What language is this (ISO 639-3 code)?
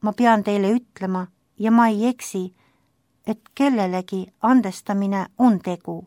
est